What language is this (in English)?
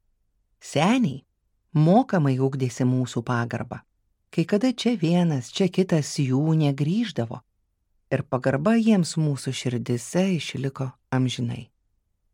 Lithuanian